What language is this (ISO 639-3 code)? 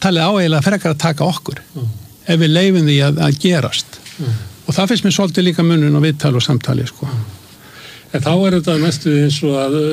isl